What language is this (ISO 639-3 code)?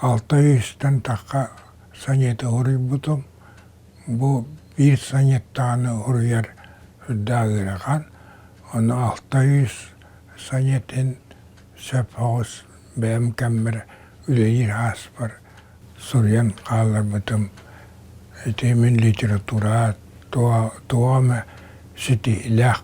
sah